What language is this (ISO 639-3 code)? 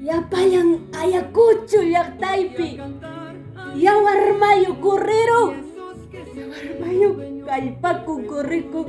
quy